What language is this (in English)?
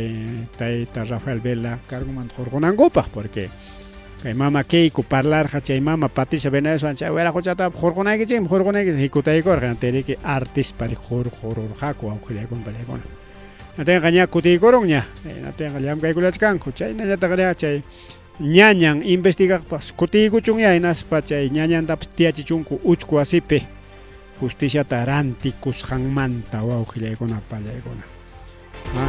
Ayacucho Quechua